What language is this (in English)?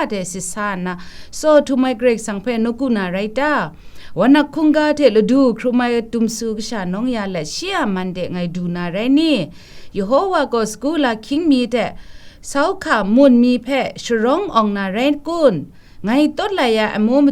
Kachin